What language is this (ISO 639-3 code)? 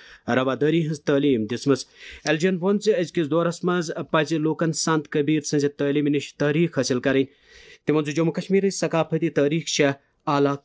kas